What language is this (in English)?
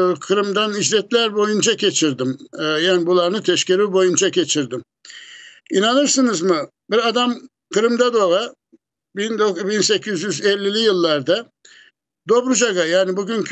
Crimean Tatar